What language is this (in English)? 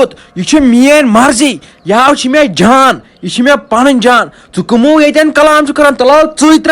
Kashmiri